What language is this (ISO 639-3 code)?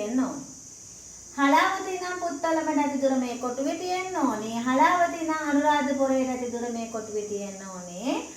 sin